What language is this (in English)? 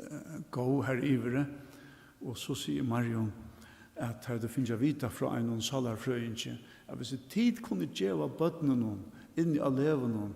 Faroese